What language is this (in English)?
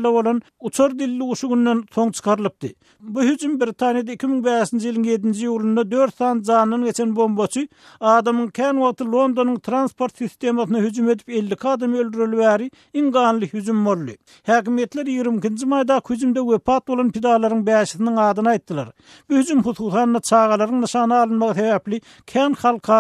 Turkmen